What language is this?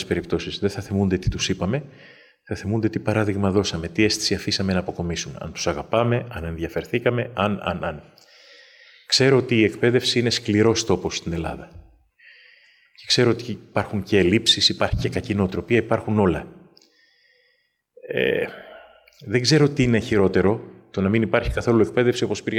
Greek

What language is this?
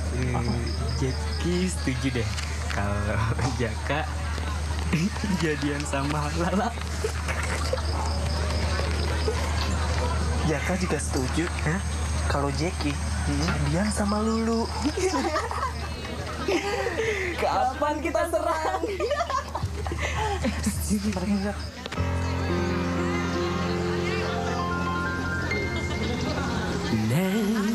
Indonesian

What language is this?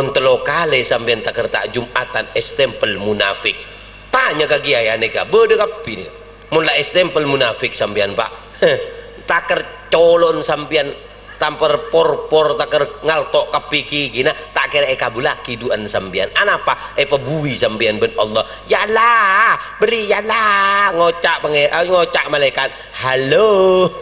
Madurese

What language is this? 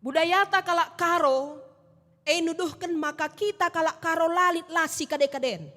Batak Karo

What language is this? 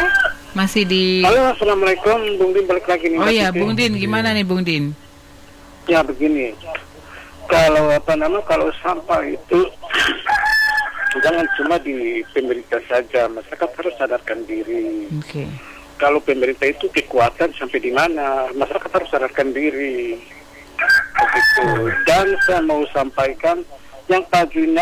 Indonesian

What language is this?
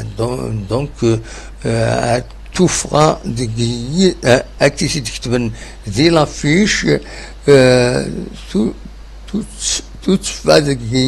Kabyle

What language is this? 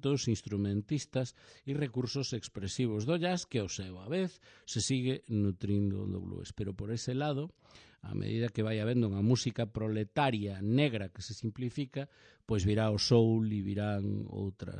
Galician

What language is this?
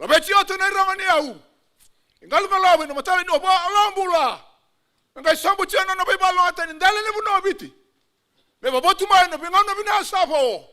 Fijian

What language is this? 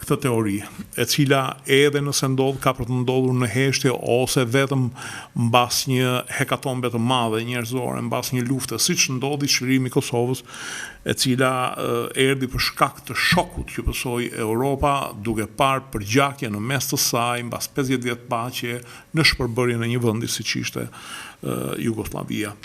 Albanian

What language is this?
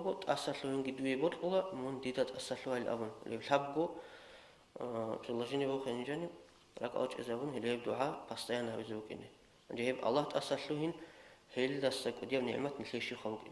Avaric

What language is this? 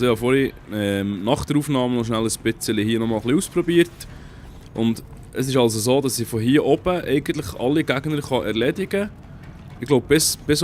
Swiss German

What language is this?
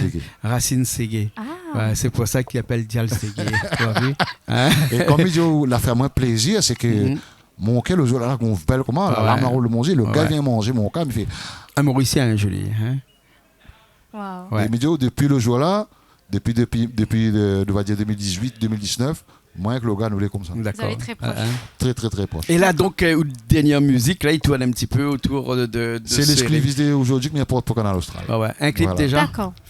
Réunion Creole French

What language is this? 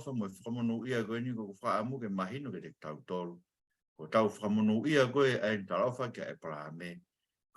Tongan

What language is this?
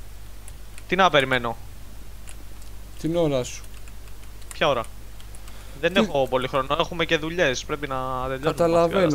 Greek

